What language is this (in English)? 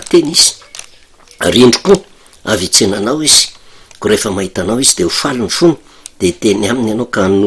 Malagasy